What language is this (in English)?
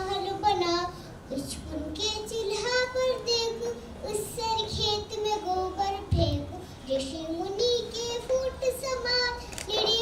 Maithili